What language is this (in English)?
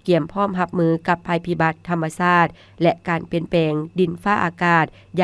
Lao